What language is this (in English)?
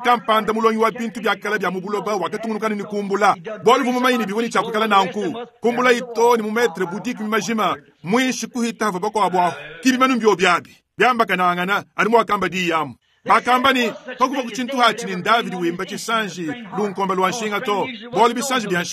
Luba-Lulua